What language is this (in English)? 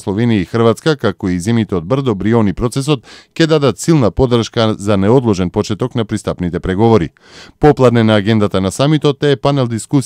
Macedonian